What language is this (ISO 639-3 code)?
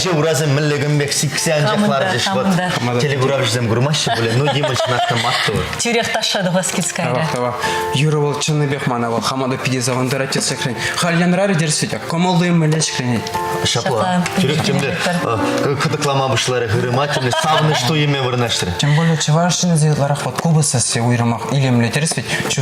chv